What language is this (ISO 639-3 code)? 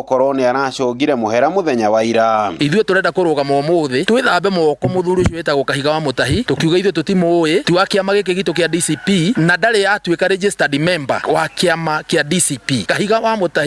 kik